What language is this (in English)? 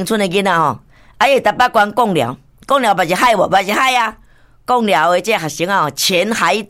Min Nan Chinese